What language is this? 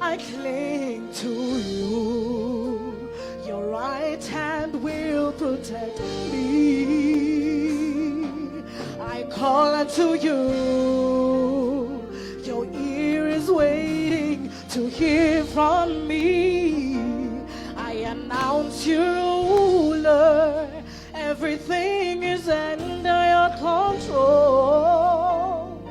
Venda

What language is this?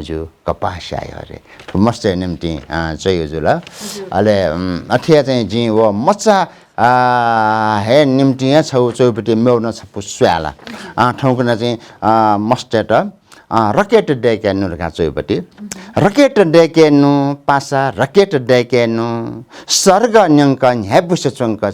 Newari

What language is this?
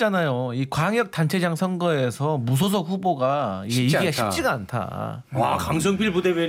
Korean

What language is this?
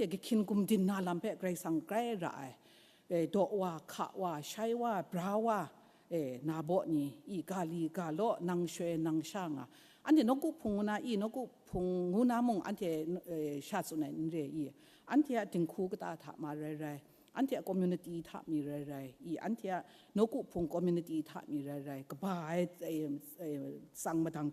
Kachin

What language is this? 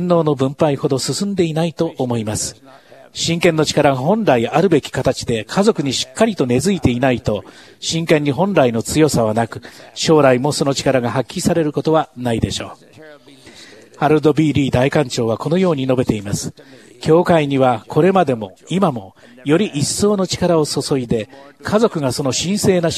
Japanese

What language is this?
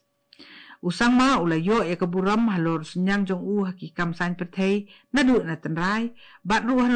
Khasi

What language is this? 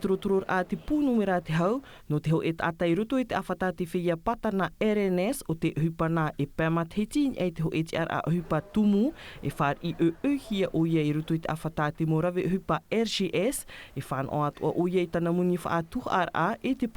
Tahitian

